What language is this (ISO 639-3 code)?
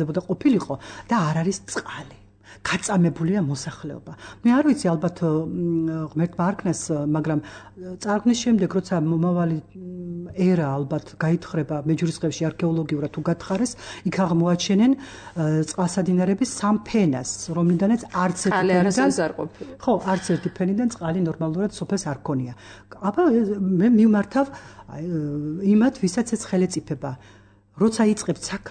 kat